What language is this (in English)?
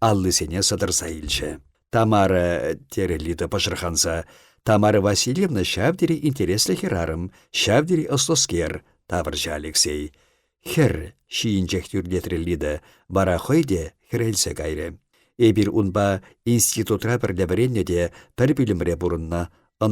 Chuvash